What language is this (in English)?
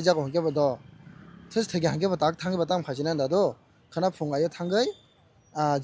Kok Borok